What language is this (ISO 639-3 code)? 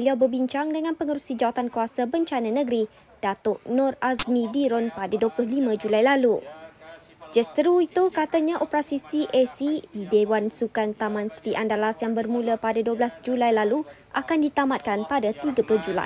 msa